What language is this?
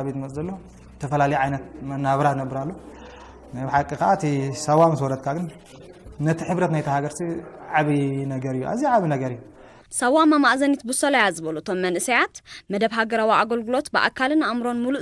Tigrinya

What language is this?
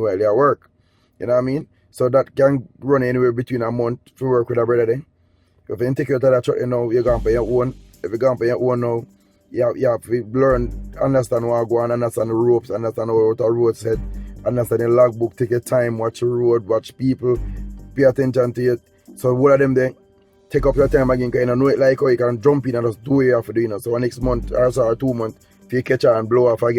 Jamaican Creole English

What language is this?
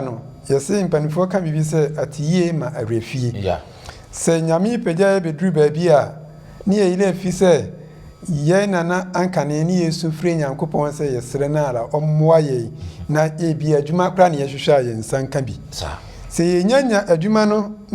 Akan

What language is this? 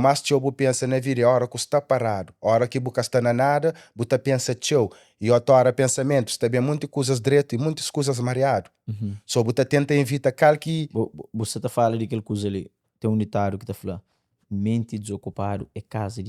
Kabuverdianu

